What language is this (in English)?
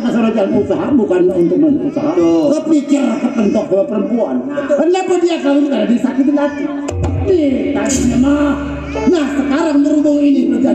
Betawi